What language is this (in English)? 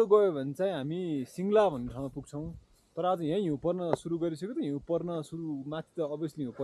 Nepali